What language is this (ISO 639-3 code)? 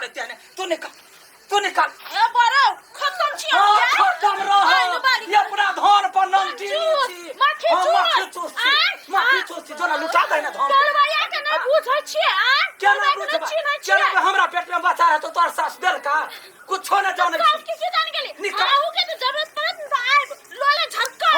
mai